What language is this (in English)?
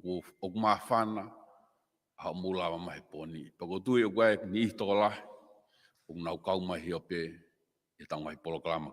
Tongan